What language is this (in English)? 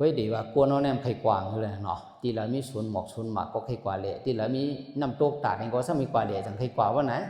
Shan